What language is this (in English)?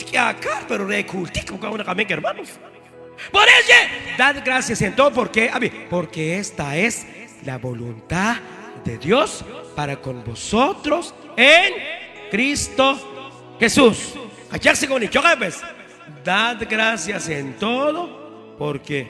Kekchí